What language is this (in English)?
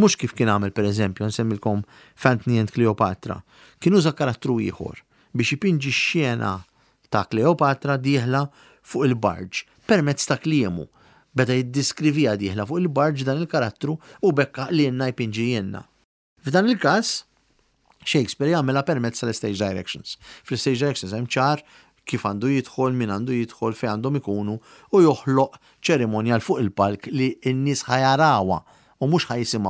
Maltese